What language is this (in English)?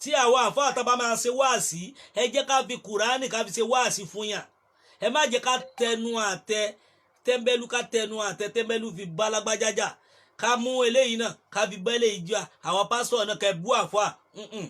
Yoruba